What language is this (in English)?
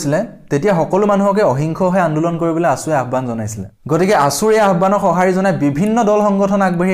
Assamese